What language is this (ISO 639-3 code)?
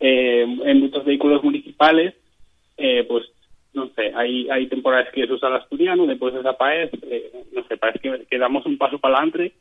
ast